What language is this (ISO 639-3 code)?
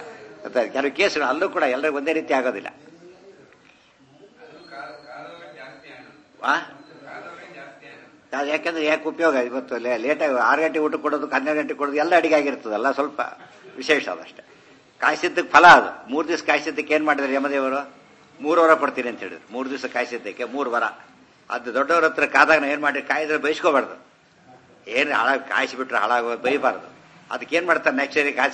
kan